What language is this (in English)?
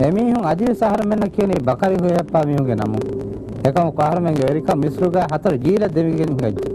Divehi